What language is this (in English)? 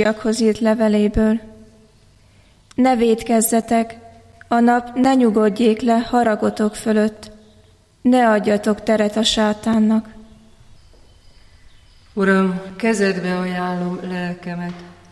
Hungarian